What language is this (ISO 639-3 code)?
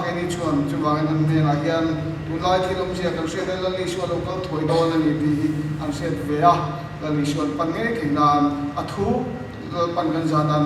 lus